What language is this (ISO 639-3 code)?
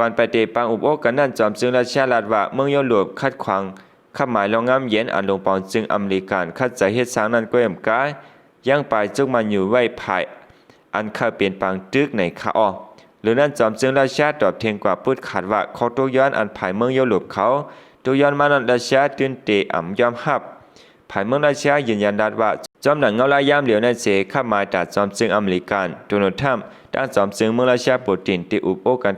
shn